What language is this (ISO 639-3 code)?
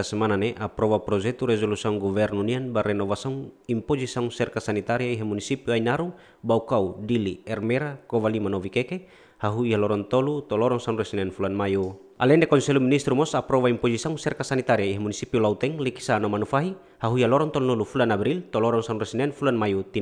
tet